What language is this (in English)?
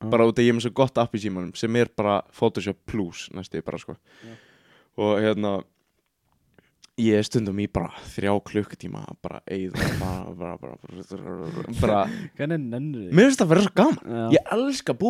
Icelandic